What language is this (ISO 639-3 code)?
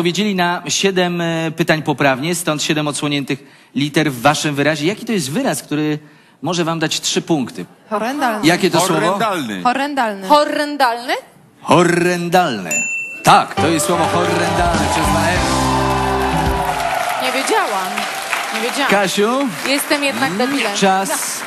pol